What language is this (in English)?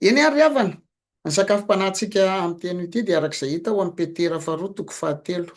Malagasy